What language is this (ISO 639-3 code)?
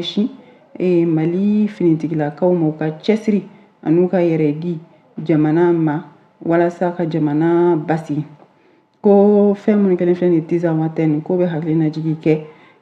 bam